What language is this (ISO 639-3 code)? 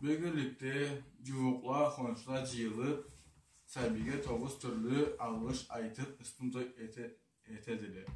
krc